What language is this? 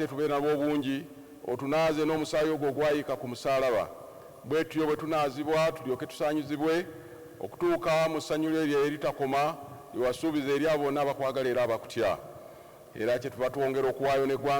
Ganda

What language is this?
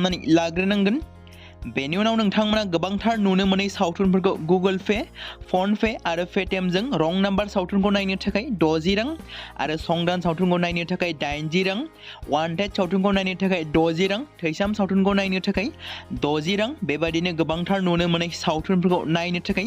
Bodo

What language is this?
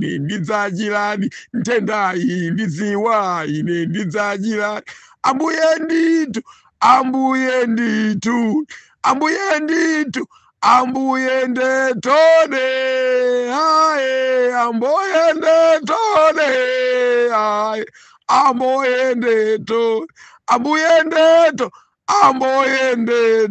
Nyanja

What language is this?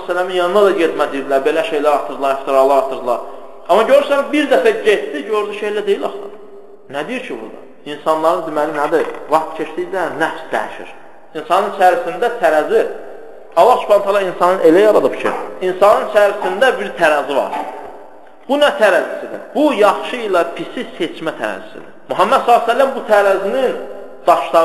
Azerbaijani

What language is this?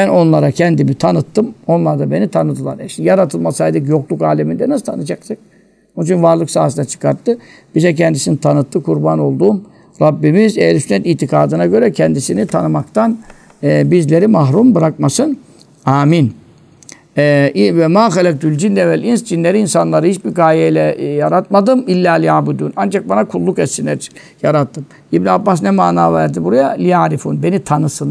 Turkish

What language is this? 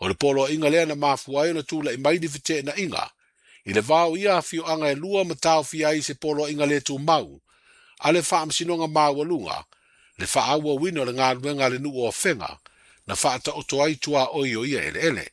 Samoan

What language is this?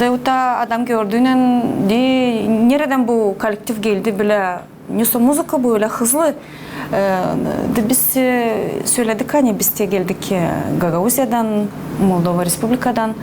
Gagauz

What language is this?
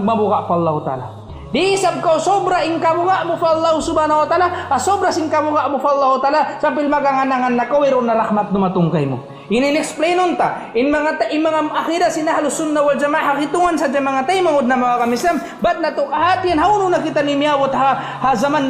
Tausug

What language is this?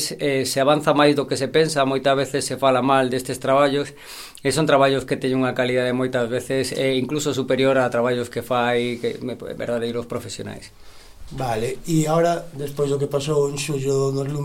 Galician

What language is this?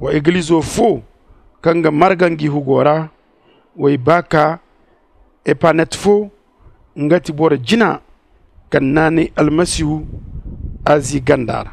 Zarma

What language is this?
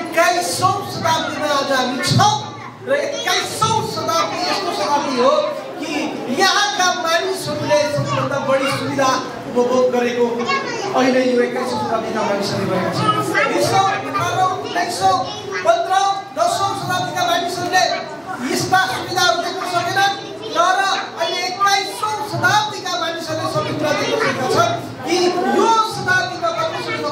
Nepali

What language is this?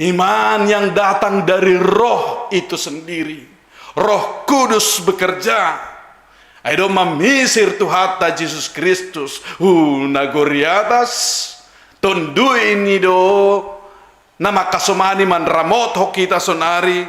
Batak Simalungun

